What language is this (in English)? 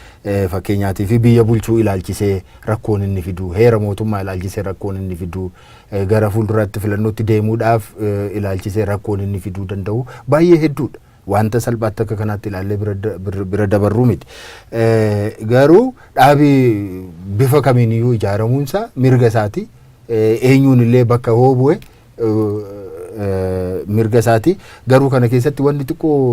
Oromo